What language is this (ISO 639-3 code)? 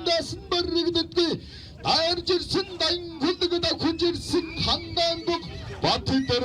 mon